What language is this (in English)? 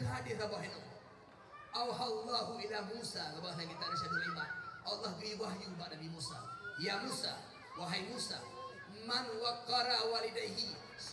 Achinese